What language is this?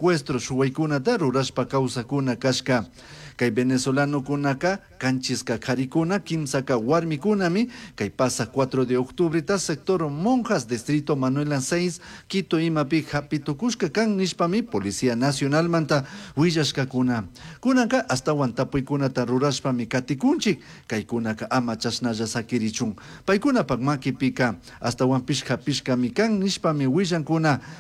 Chimborazo Highland Quichua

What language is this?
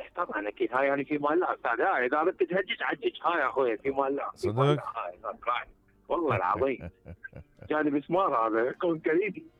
Mesopotamian Arabic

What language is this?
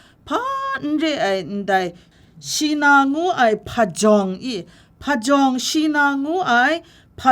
Kachin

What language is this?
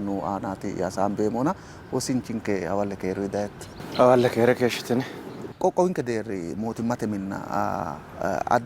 Sidamo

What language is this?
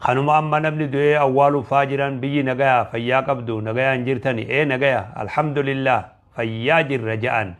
Oromo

